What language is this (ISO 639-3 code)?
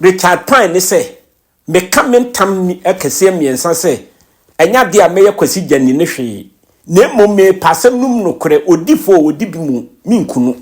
aka